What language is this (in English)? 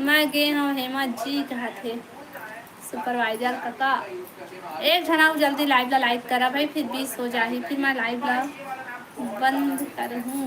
Chhattisgarhi